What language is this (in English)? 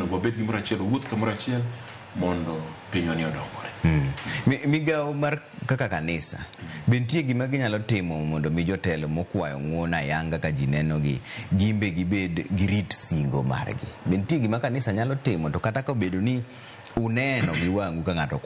Luo (Kenya and Tanzania)